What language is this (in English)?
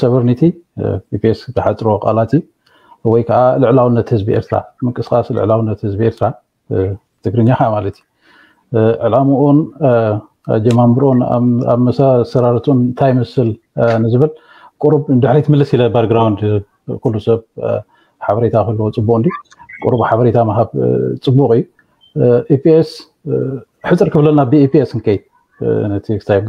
Tigrinya